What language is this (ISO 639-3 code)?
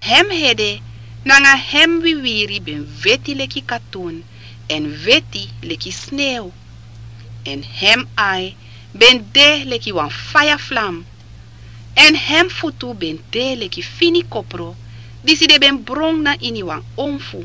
srn